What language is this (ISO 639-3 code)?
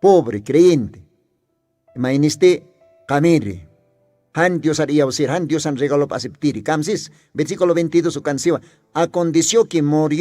aym